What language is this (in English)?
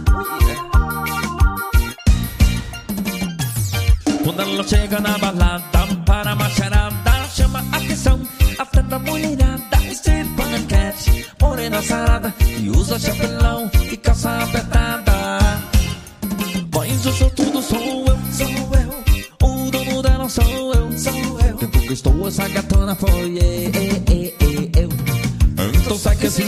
Portuguese